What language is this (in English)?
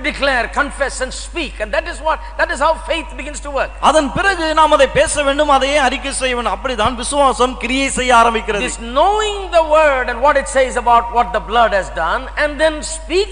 Tamil